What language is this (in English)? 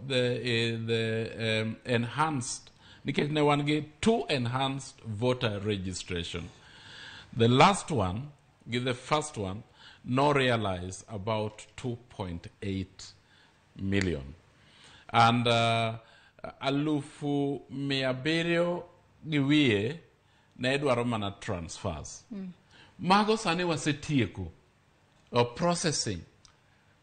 Luo (Kenya and Tanzania)